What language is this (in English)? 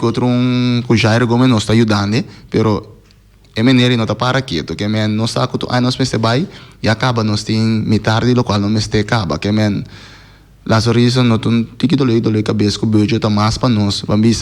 Papiamento